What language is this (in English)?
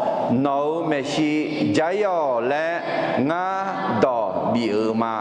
Akha